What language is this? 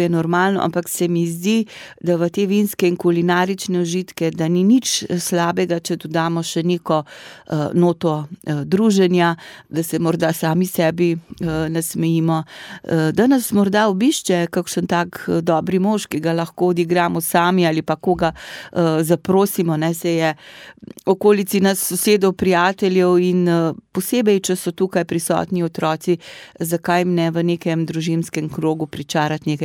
Slovenian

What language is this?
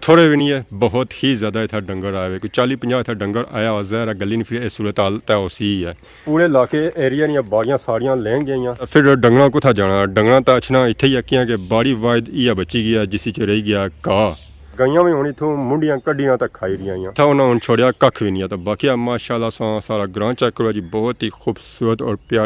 Pahari-Potwari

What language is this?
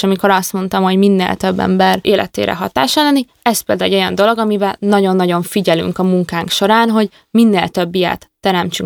Hungarian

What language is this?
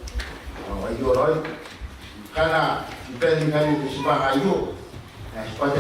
Gilbertese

